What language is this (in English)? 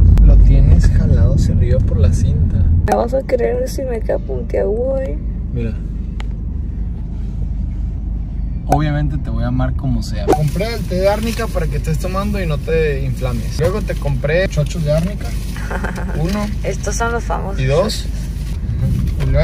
Spanish